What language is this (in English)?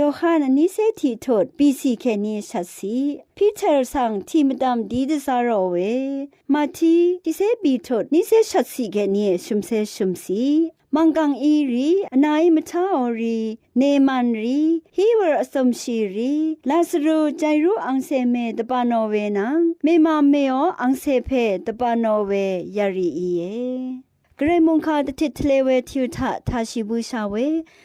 Rawang